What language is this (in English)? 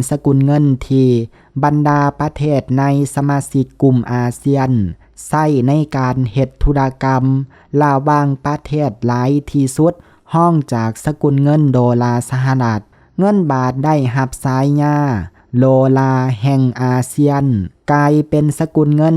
Lao